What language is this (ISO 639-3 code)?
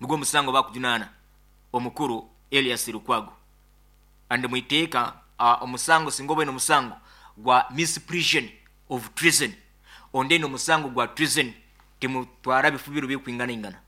nyn